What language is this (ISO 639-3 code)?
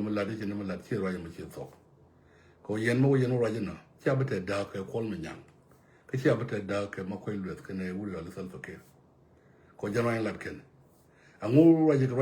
nus